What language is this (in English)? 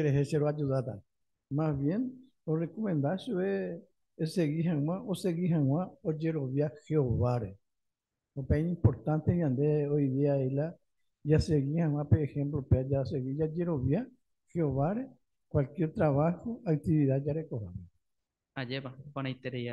Guarani